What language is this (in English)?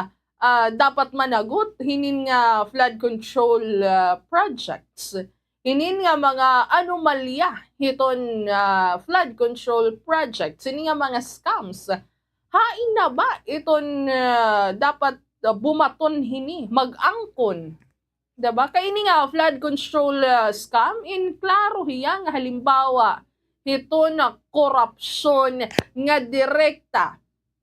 Waray